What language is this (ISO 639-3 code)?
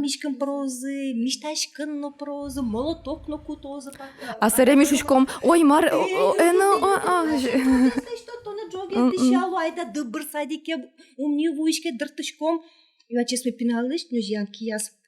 udm